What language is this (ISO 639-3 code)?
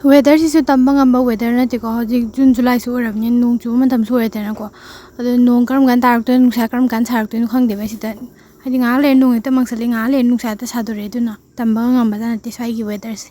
mni